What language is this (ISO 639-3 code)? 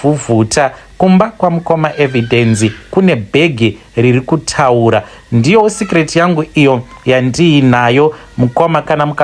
sna